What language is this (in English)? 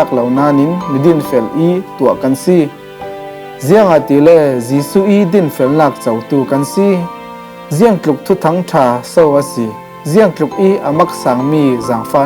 Falam Chin